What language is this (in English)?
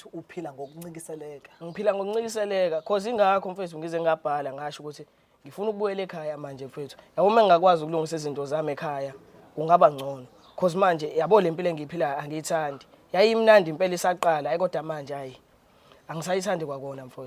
Zulu